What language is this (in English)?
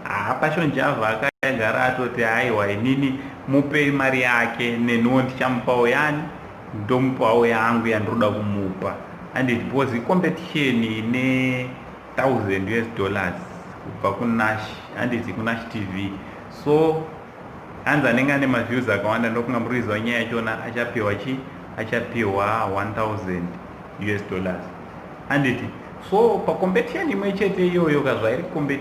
Shona